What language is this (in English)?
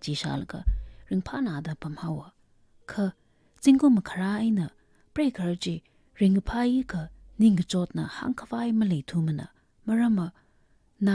Tangkhul Naga (India)